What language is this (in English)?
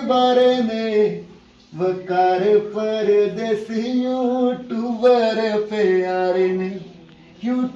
Pahari-Potwari